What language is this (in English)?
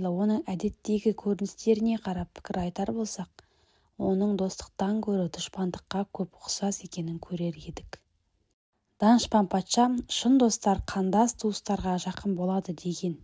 Kazakh